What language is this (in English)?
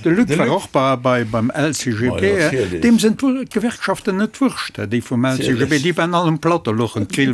Luxembourgish